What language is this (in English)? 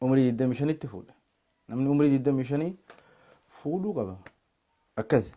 Oromo